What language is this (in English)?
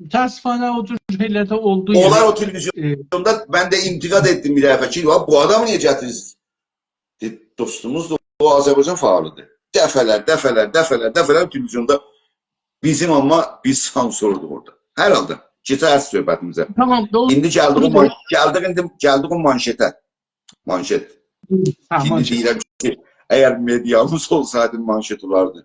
South Azerbaijani